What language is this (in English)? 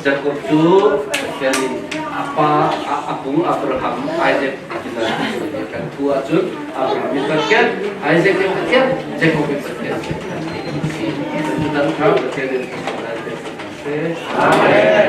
Falam Chin